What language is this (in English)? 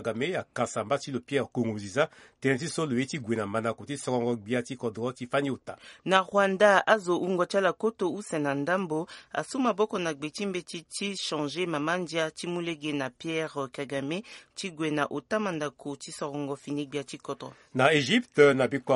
Sango